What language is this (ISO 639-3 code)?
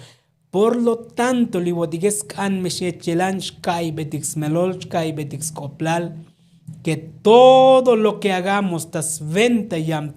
tzo